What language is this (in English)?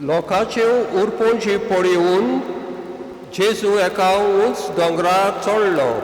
Konkani